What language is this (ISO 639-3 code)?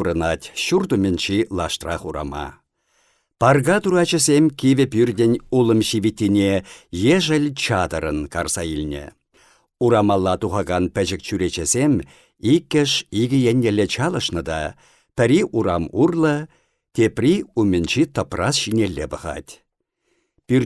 chv